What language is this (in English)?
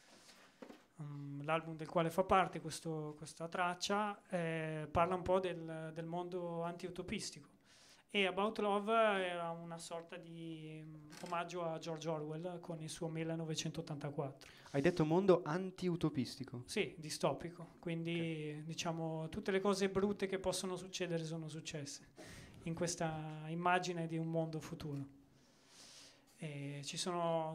Italian